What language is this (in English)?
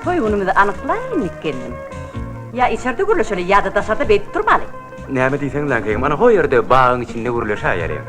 Turkmen